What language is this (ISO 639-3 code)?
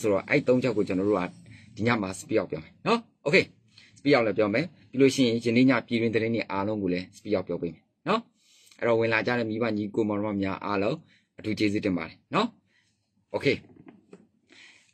mya